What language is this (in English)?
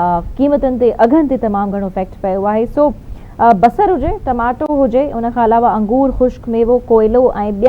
Sindhi